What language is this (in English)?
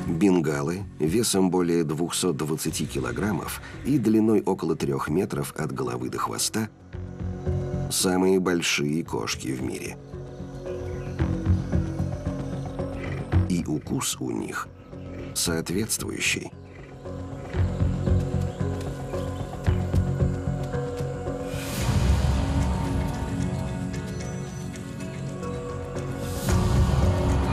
Russian